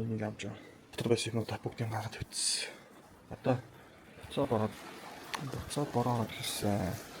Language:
Mongolian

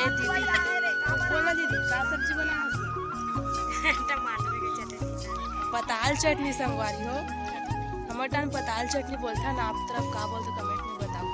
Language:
Chhattisgarhi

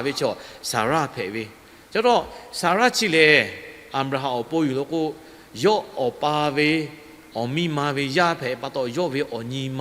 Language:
Lahu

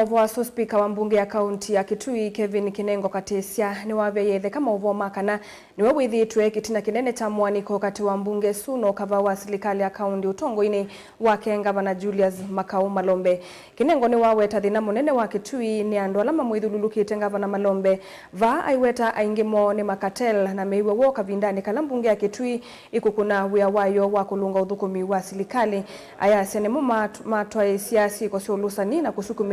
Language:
Kamba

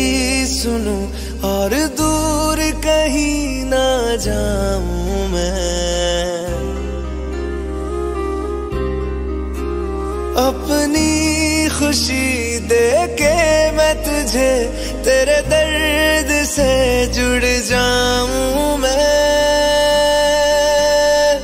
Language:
Hindi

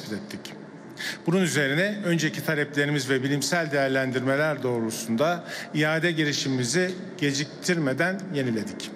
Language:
Turkish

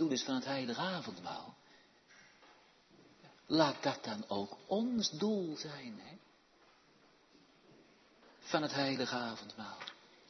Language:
Dutch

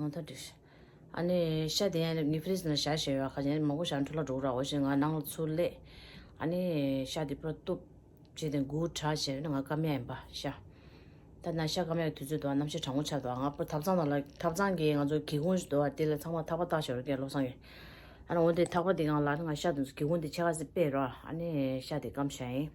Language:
Tibetan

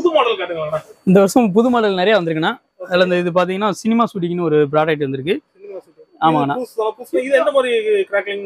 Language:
Tamil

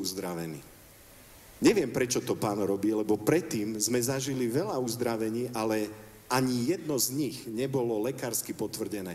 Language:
Slovak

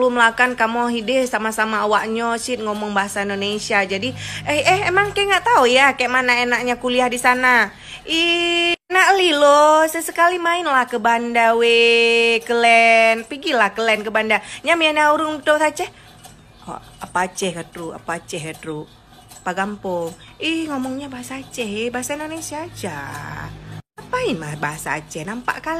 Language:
Achinese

